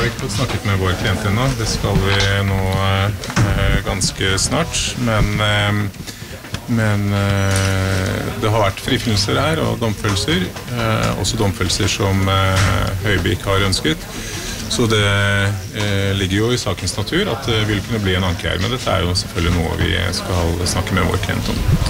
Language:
Norwegian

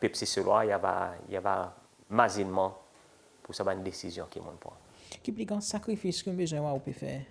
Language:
Seselwa Creole French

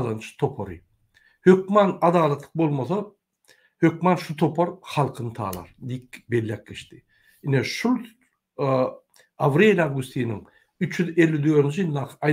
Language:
Turkmen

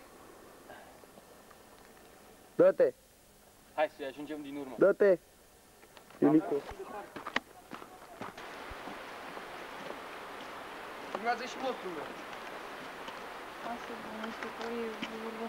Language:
Romanian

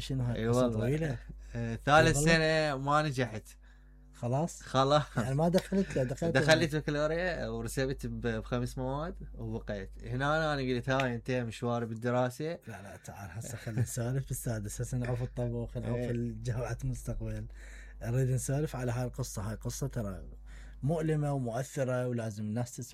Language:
Mesopotamian Arabic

